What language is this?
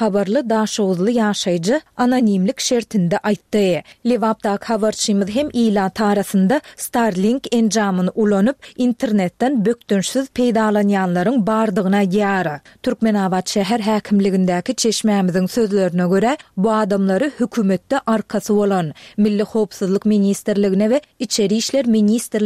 Turkmen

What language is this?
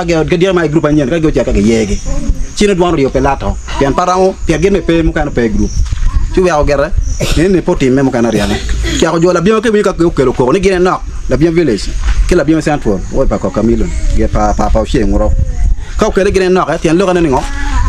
Acoli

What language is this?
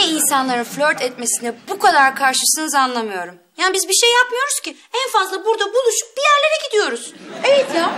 Turkish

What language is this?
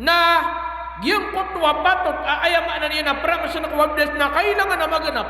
Maranao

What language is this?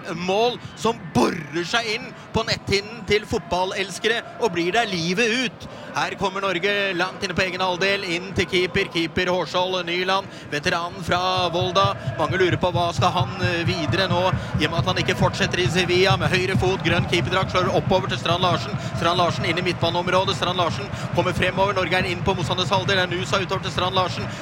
Norwegian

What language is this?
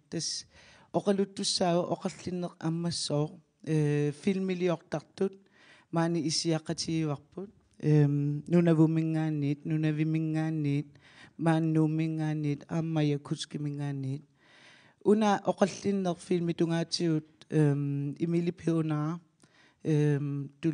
Kalaallisut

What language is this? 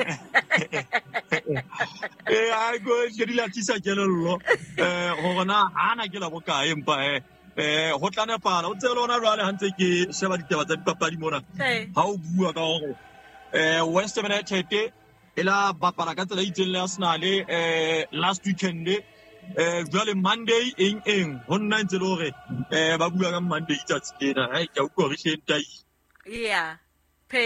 Southern Sotho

